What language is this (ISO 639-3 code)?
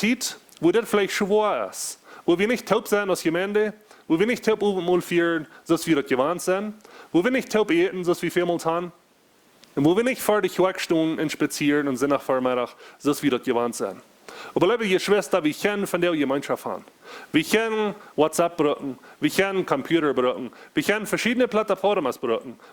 pdt